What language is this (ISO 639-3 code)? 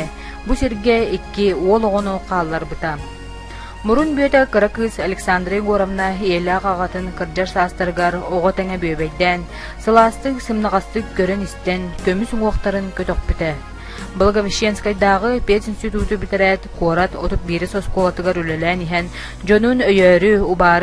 sah